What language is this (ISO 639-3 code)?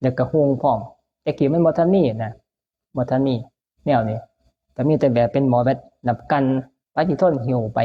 tts